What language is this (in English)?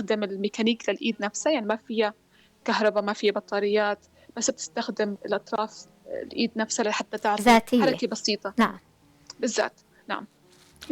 North Levantine Arabic